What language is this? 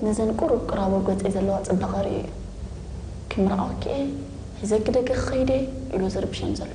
Tigrinya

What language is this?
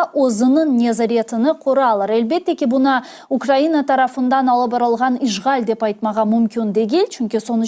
Crimean Tatar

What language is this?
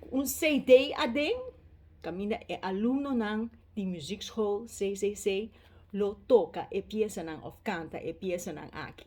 Papiamento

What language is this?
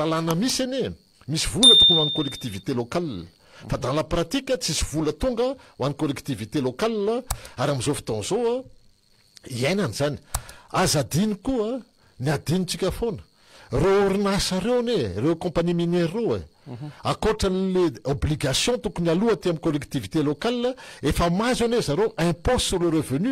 Malagasy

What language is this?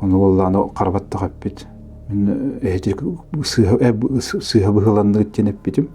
Yakut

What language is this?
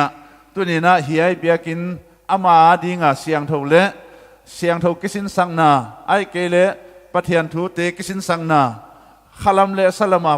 Paite Chin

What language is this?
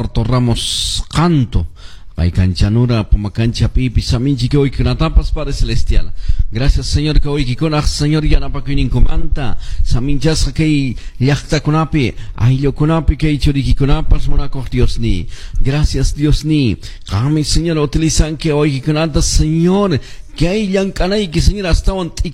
Quechua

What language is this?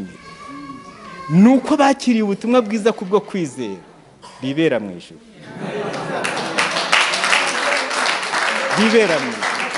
Kinyarwanda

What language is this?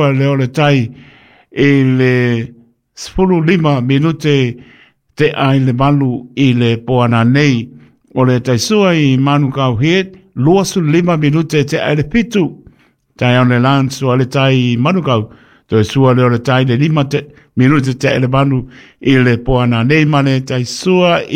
Samoan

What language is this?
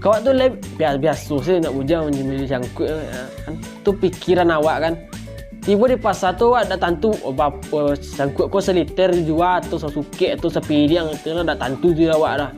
Minangkabau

